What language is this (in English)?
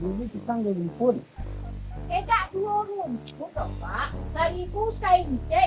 Minangkabau